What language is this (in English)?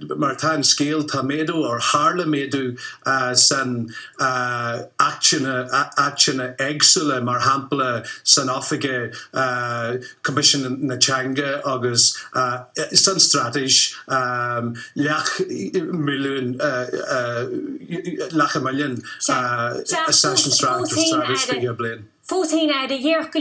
Irish